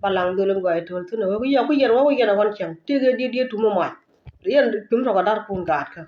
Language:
Nuer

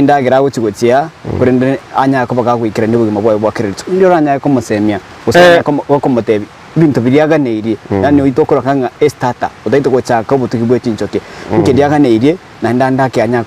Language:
Gusii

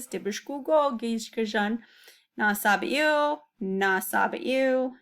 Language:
Chippewa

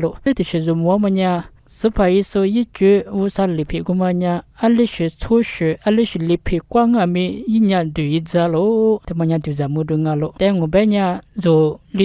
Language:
Lisu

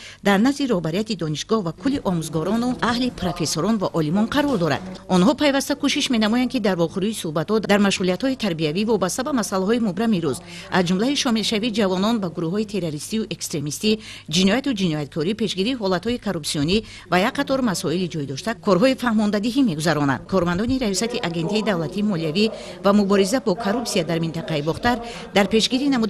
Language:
Tajik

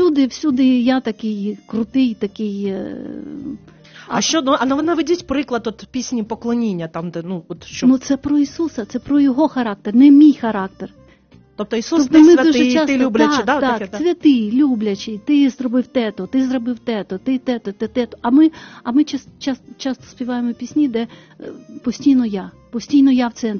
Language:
Ukrainian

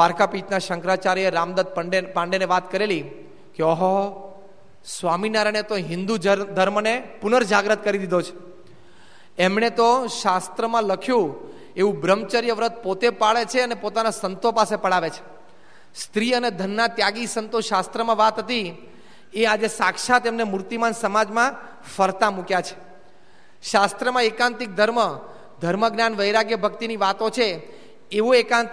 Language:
Gujarati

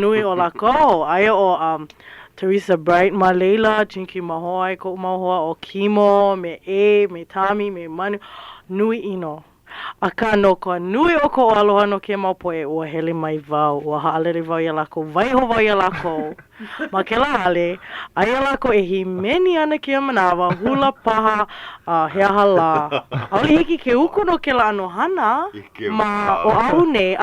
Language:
Hawaiian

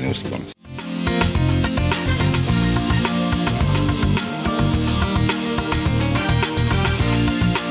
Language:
Croatian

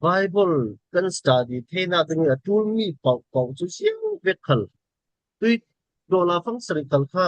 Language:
Falam Chin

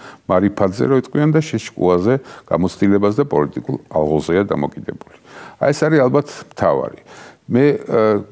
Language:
Georgian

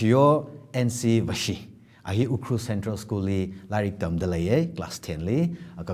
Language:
Tangkhul Naga (India)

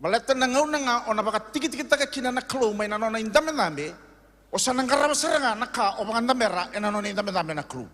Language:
Fijian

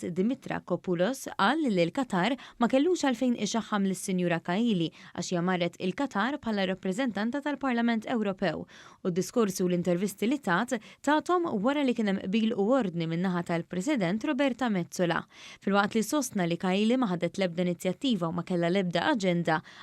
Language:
Maltese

